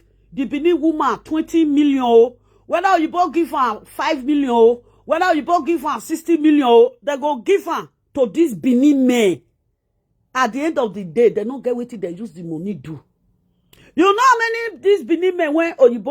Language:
Nigerian Pidgin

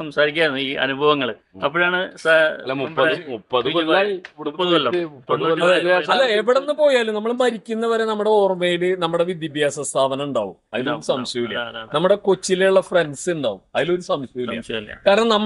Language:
Malayalam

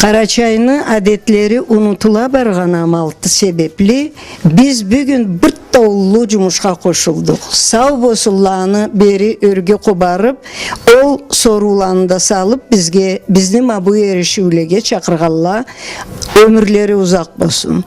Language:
Karachay-Balkar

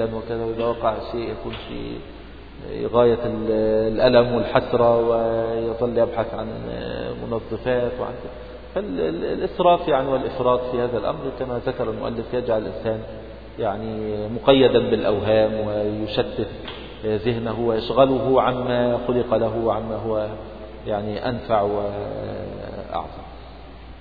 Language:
Arabic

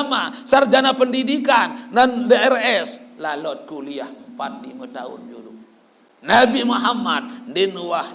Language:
Sasak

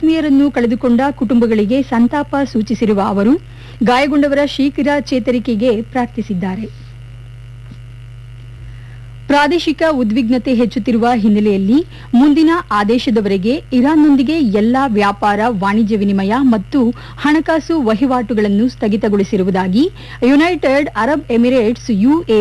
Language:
Kannada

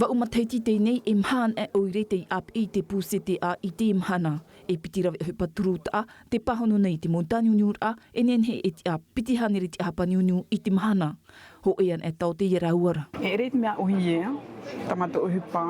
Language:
Tahitian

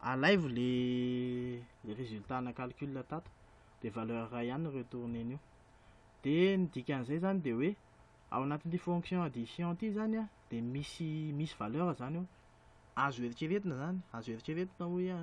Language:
Malagasy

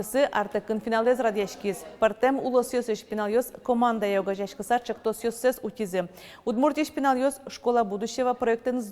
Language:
Udmurt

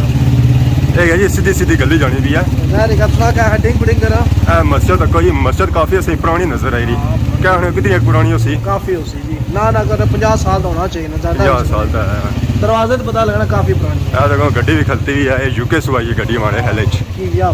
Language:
Pahari-Potwari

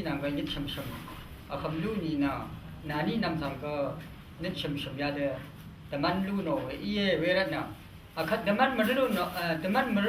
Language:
Rawang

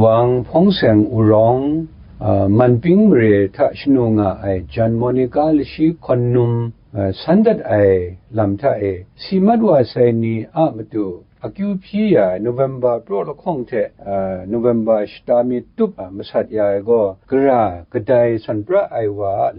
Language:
Kachin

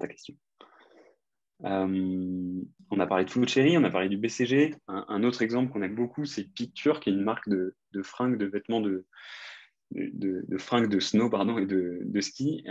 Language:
French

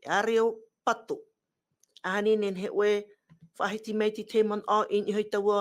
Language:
Tahitian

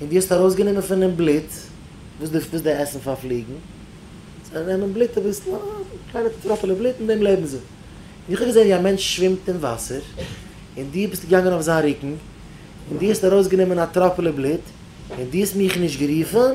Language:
Yiddish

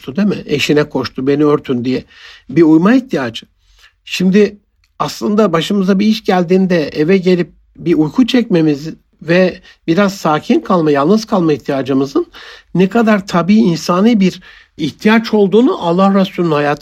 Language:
Turkish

